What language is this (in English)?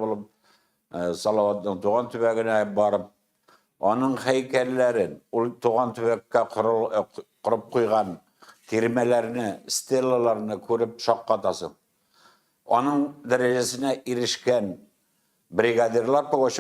Tatar